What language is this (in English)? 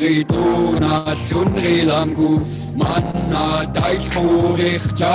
Inuktitut